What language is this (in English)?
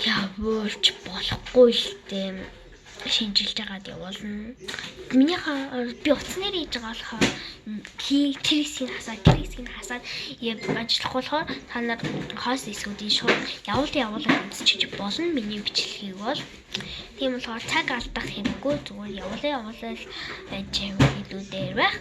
Mongolian